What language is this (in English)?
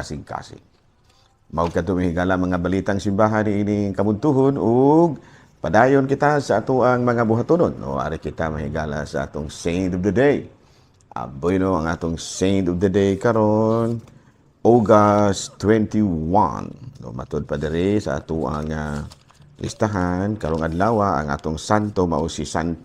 Cebuano